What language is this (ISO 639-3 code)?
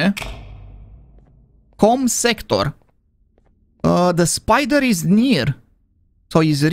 ron